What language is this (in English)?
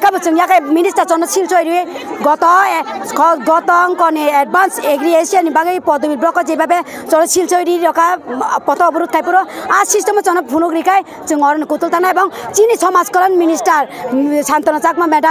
Kok Borok